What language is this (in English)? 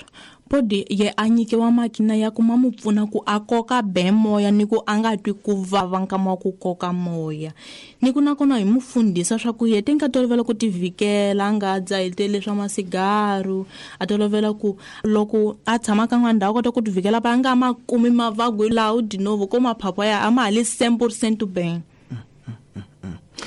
Tsonga